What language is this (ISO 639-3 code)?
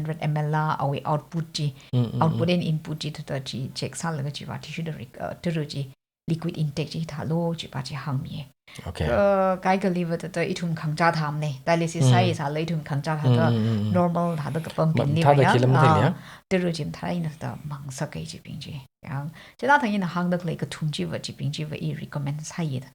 nmf